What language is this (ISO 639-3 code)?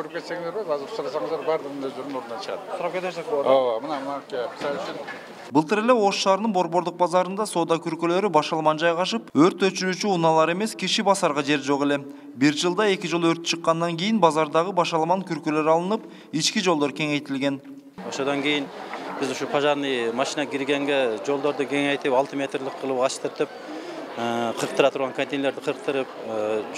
kir